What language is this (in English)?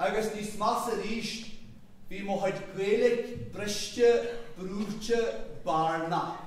Irish